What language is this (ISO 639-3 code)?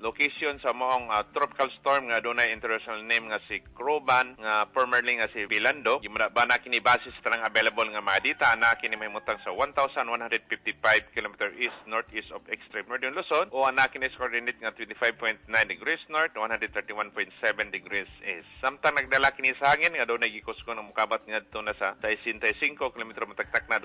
ceb